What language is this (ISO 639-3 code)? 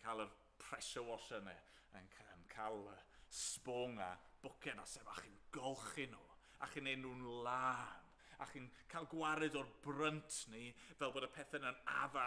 cym